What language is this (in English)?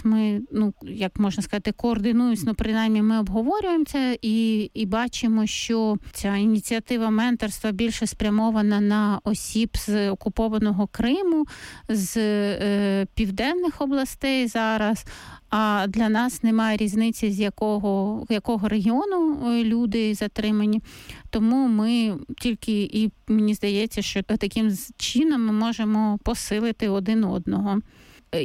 Ukrainian